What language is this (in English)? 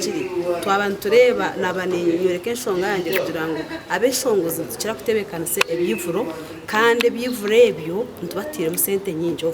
Nyankole